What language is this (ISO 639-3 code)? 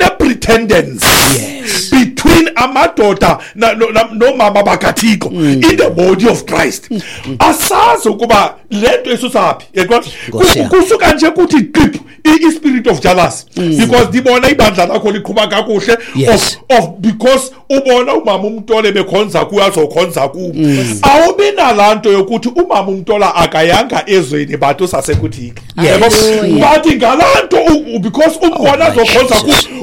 xho